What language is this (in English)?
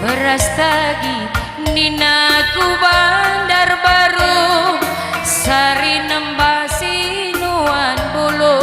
Batak Karo